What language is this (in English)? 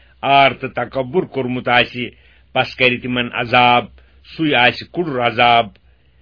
Kashmiri